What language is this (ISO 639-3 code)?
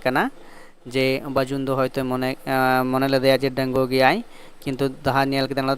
sat